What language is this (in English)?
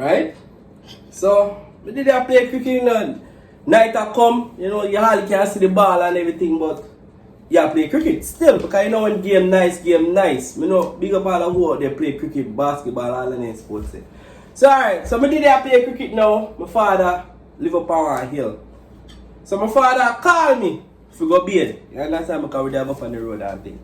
Jamaican Creole English